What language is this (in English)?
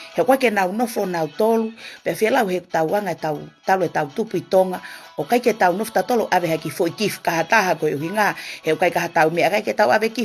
Tongan